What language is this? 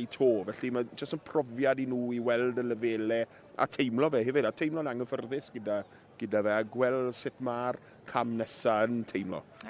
Welsh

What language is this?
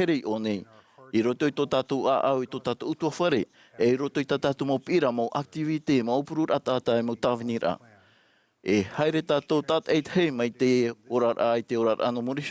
Tahitian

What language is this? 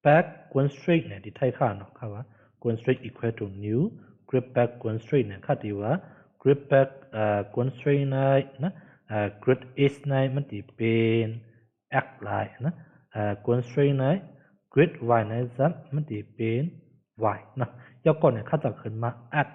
Shan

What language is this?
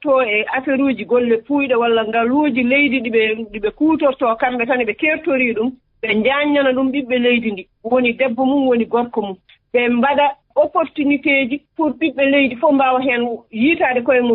Fula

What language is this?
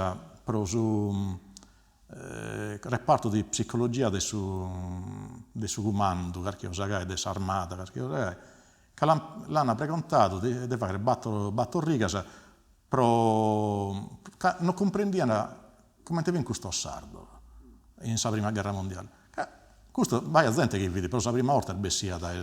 Sardinian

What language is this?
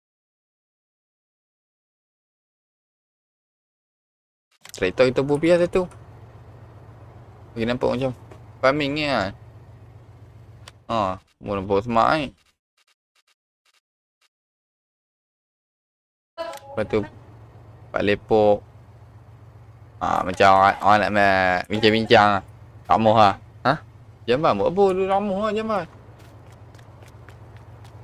Malay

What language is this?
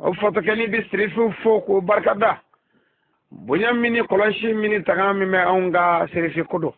Bambara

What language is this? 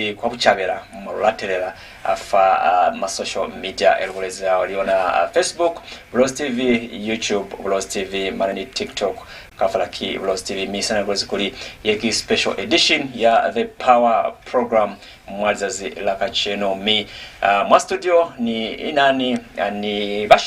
Lozi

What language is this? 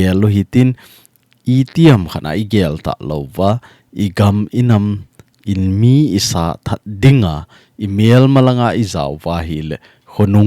Thado Chin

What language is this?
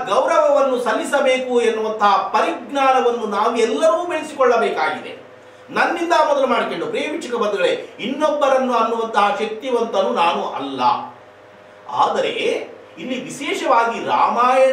Kannada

